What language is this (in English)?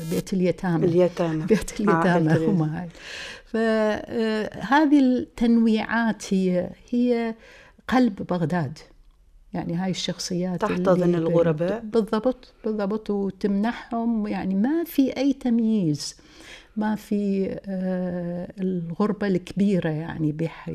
Tunisian Arabic